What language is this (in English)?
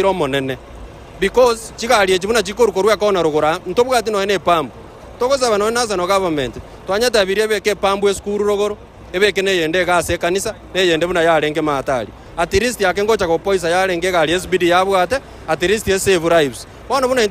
Gusii